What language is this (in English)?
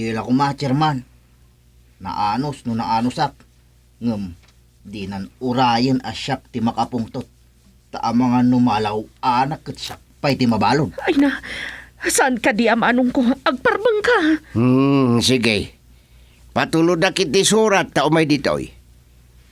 Iloko